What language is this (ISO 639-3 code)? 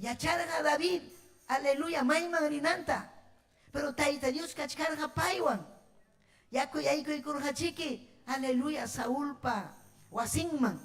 quy